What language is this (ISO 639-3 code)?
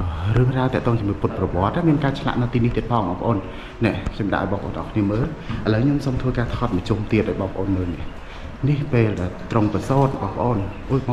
khm